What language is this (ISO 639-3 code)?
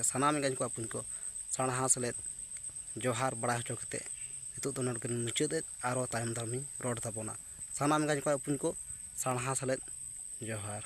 sat